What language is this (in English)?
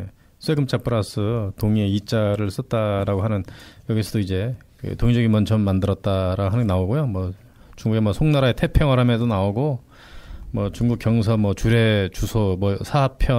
Korean